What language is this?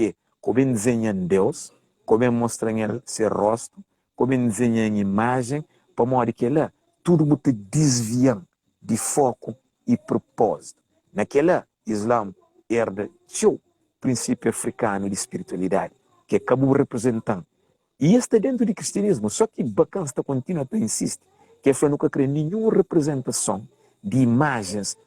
Kabuverdianu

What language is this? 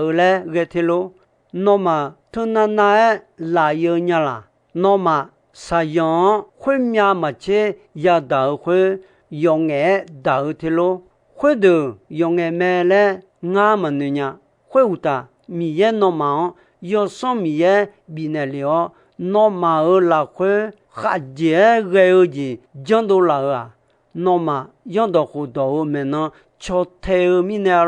Akha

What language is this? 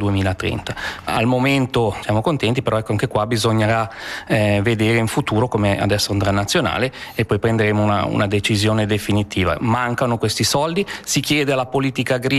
Italian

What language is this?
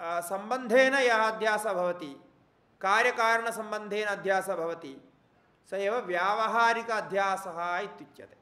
Sanskrit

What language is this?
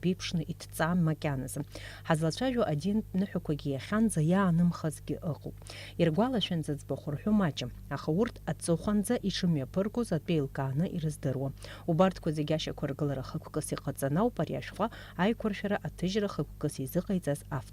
Abkhazian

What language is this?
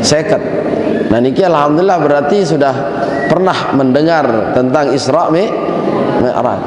Sasak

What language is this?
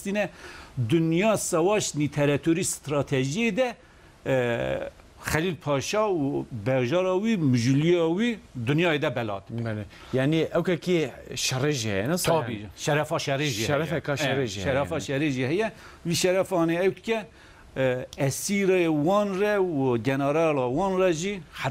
Kurdish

